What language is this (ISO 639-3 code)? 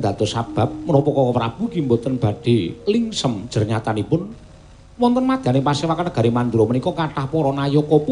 jav